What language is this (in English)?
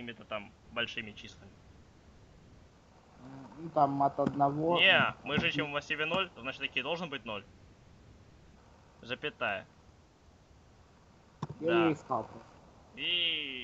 Russian